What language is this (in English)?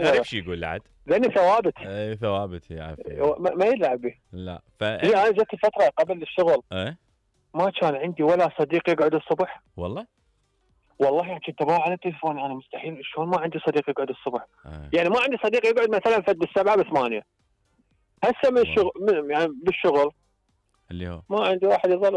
Mesopotamian Arabic